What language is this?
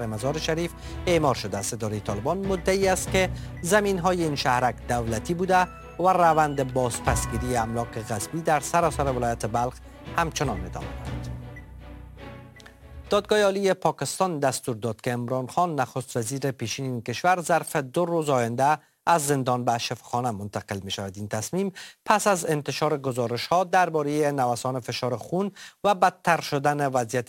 Persian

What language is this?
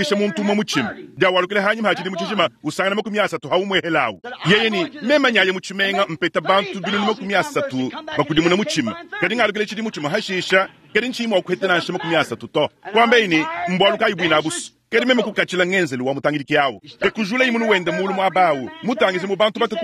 Luba-Lulua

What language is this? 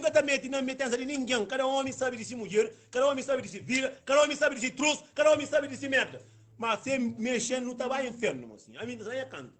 Kabuverdianu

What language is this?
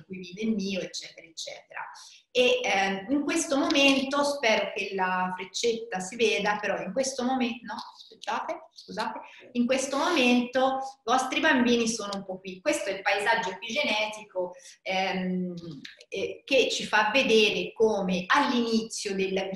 Italian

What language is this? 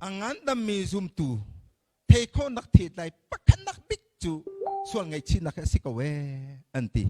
Hakha Chin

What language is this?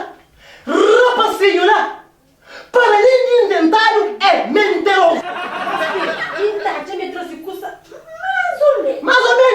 Kabuverdianu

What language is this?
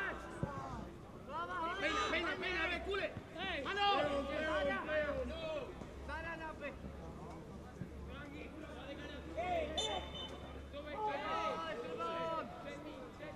Czech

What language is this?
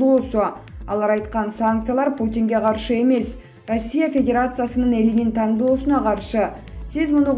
Kyrgyz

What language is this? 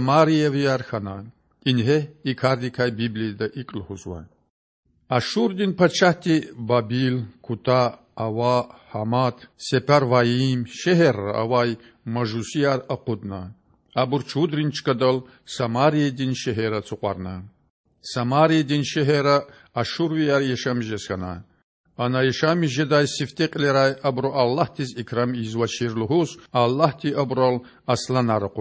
Lezghian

